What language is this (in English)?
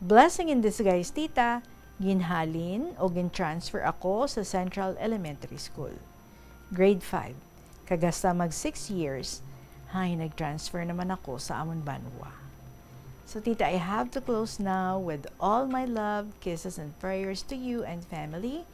Hiligaynon